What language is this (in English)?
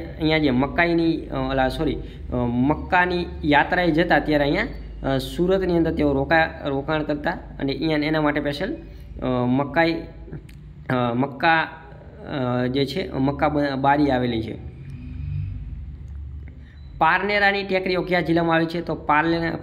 Gujarati